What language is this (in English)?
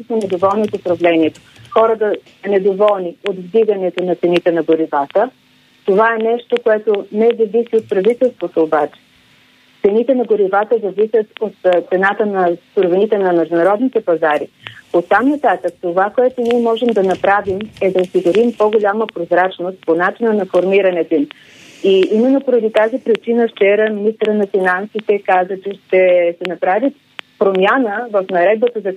Bulgarian